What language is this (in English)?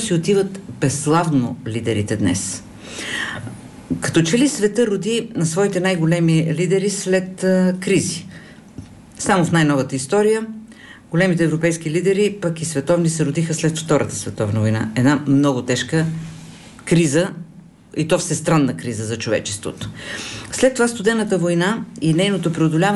Bulgarian